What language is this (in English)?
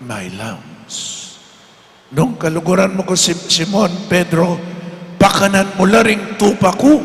Pampanga